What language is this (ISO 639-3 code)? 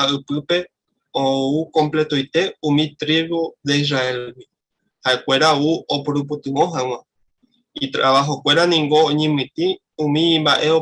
grn